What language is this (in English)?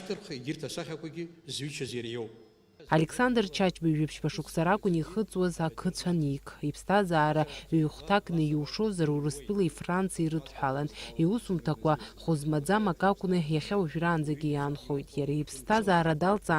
Abkhazian